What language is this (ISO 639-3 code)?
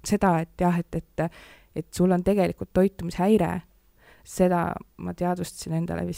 est